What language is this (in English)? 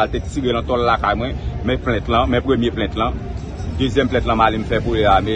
Haitian Creole